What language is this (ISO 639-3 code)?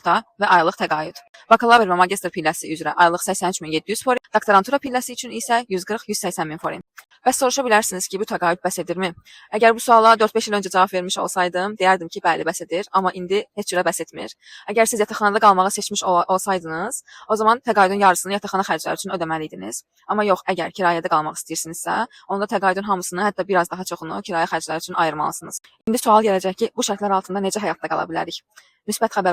aze